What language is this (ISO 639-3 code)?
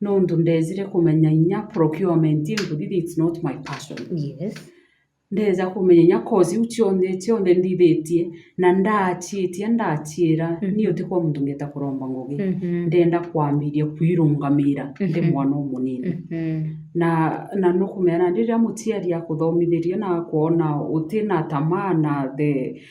mer